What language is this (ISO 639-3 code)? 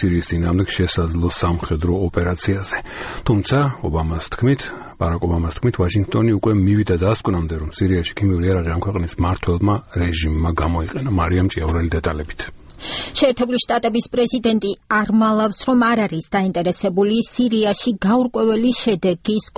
kat